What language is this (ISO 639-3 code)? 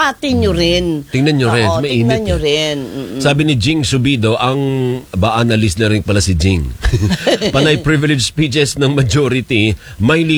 fil